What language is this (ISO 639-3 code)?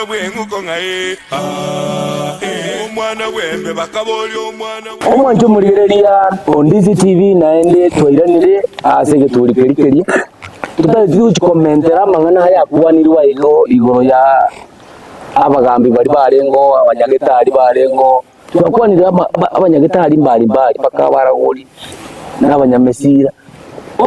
guz